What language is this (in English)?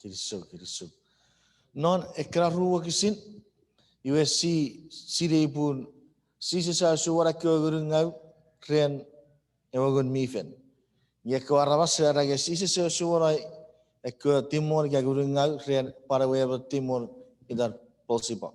Chuukese